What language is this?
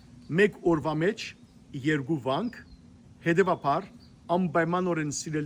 Western Armenian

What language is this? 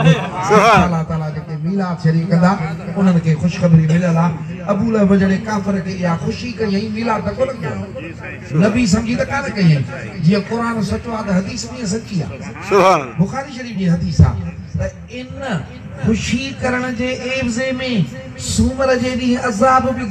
Sindhi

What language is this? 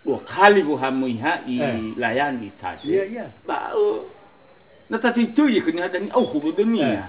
Nias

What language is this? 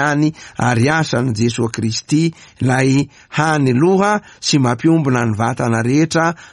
Malagasy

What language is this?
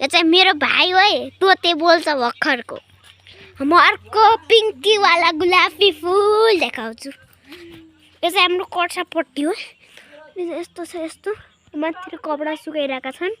Nepali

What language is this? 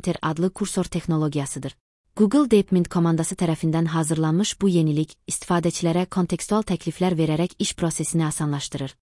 Azerbaijani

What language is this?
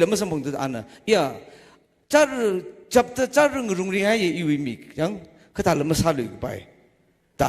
Tangkhul Naga (India)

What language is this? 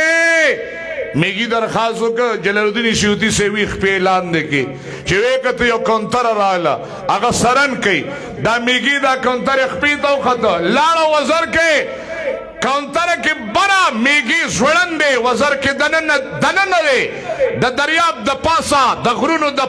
Pashto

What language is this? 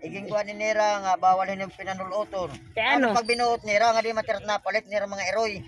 Waray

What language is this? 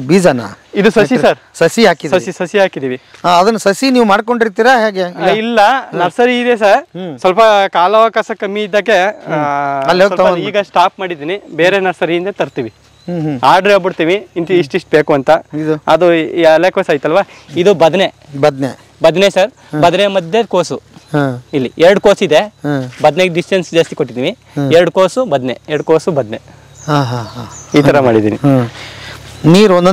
Kannada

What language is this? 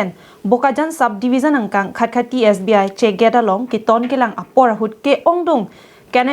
Karbi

